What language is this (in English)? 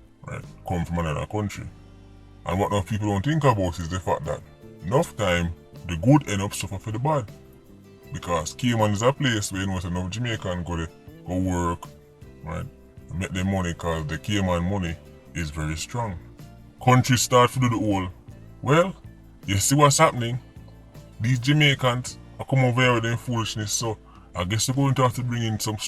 Jamaican Creole English